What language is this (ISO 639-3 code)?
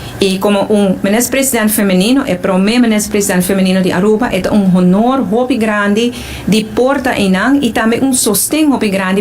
pap